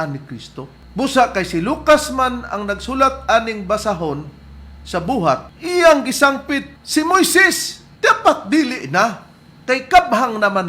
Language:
Cebuano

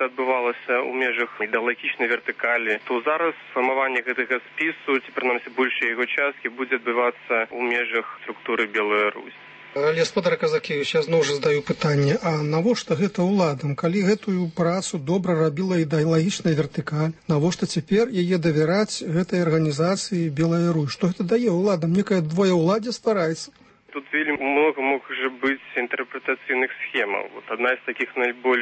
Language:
Belarusian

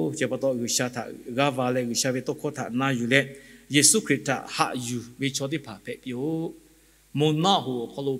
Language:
Lahu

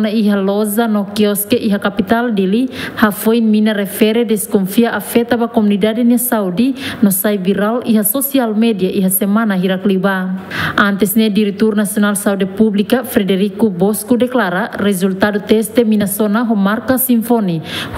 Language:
Tetum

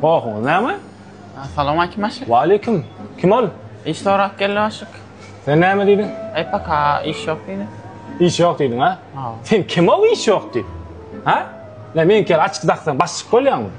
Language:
Turkmen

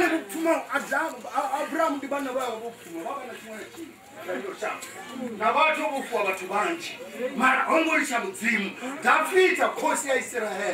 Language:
Venda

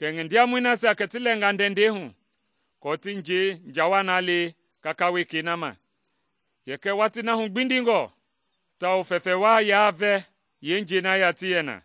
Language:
Mende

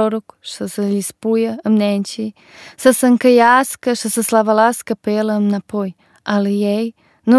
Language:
Romanian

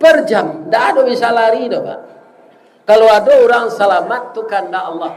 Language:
Minangkabau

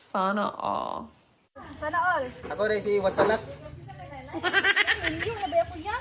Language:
Cebuano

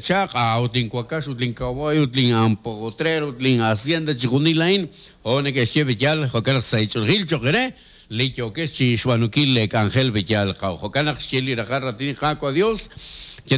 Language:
Kekchí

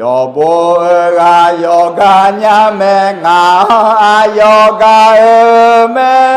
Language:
Akha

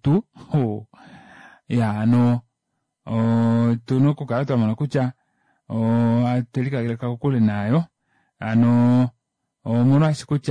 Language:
Kuanyama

